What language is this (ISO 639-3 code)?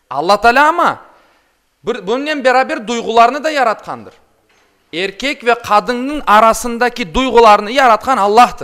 crh